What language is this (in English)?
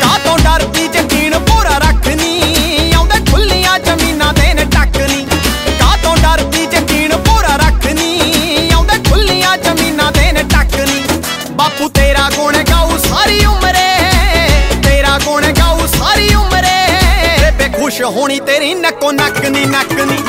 Punjabi